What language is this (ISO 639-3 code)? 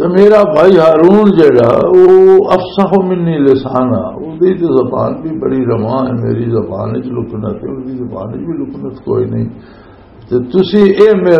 lah